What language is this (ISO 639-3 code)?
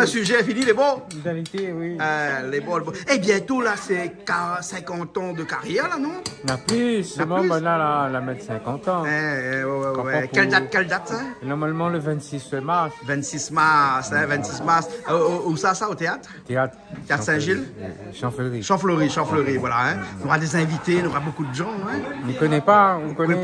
rcf